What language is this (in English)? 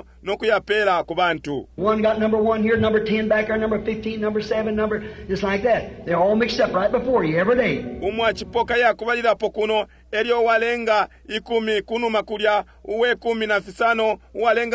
Bemba